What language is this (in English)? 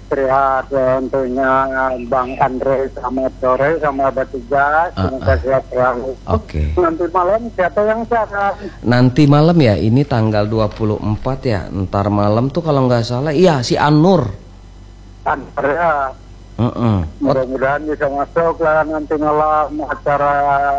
Indonesian